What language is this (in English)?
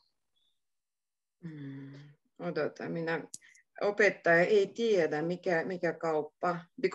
Finnish